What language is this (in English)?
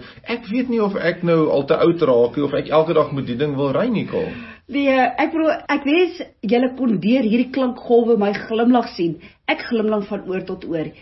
Afrikaans